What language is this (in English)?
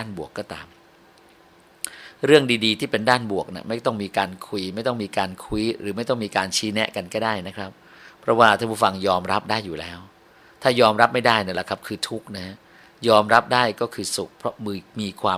Thai